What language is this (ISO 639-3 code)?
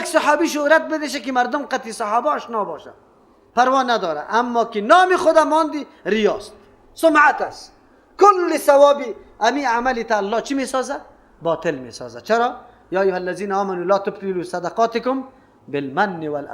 fas